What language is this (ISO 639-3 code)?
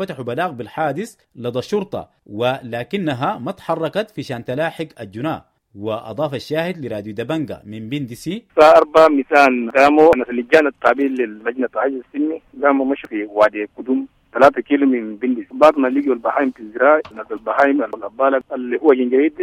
apd